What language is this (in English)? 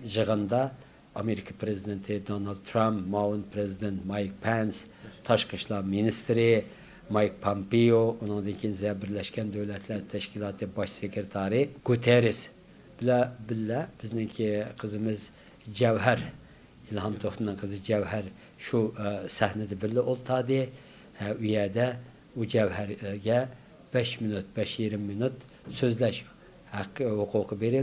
Uyghur